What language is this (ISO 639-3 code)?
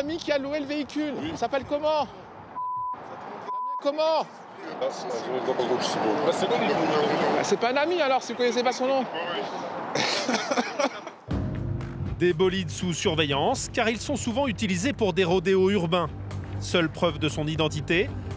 fra